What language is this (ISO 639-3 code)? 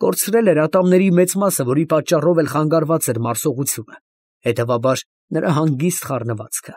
hye